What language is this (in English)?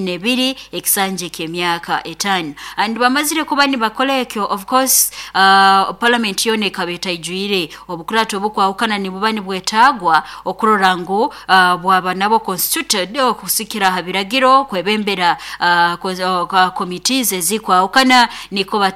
Nyoro